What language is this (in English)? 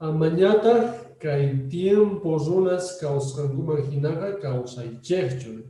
Quechua